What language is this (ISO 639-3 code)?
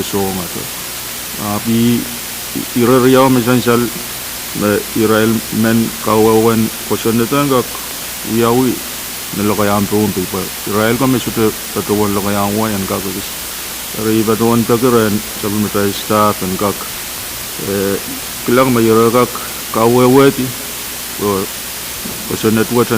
pon